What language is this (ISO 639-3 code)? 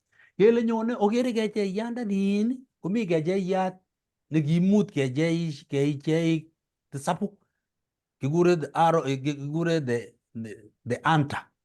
kln